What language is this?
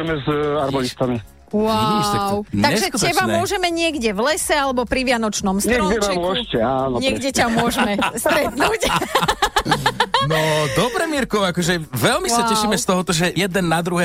Slovak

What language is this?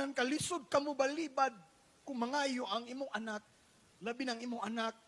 Cebuano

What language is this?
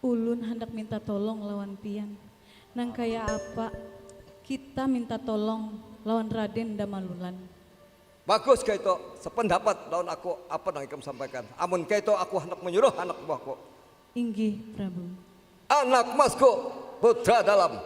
Banjar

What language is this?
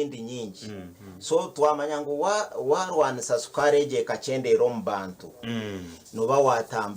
Nyankole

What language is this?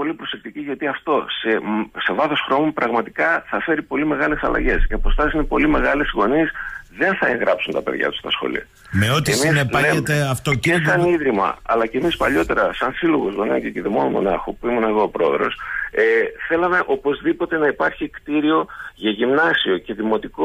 Greek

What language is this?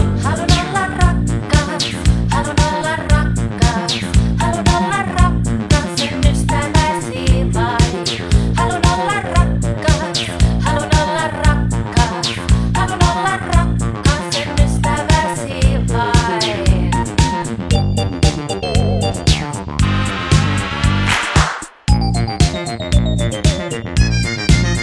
Finnish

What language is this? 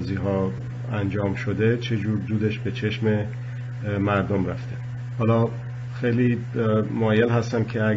Persian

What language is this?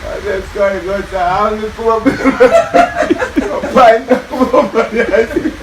Jamaican Creole English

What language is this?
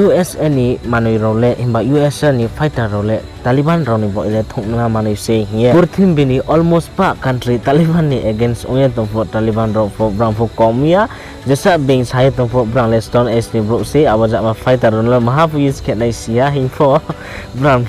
Riang (India)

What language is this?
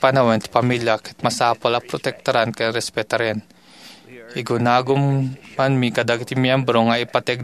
Iloko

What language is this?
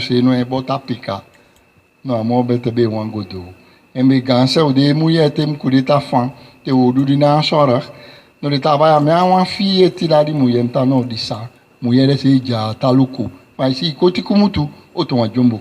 Saramaccan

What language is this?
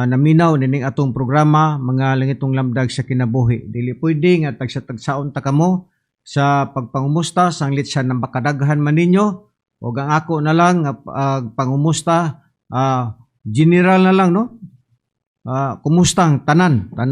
Cebuano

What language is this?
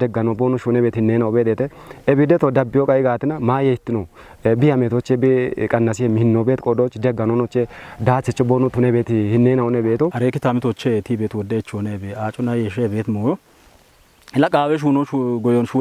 Kafa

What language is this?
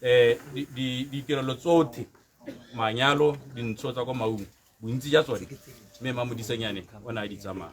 Tswana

